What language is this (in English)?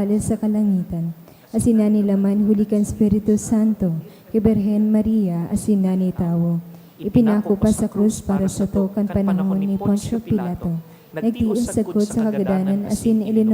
Bikol